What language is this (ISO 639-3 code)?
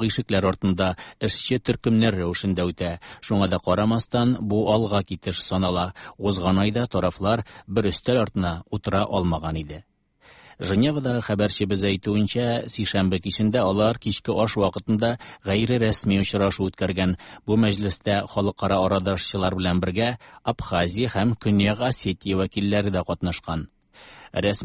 tat